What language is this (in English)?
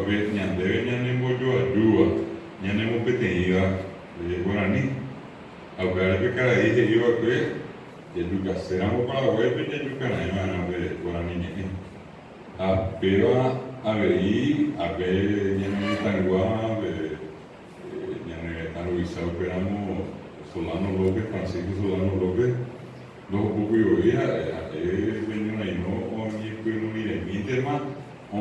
Guarani